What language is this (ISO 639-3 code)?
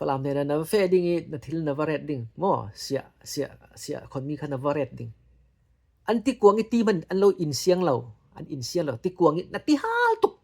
cfm